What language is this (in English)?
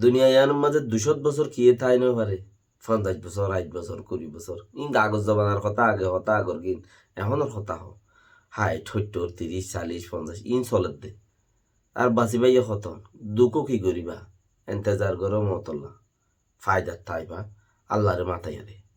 Rohingya